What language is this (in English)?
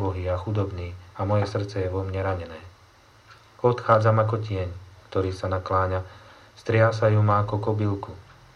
Slovak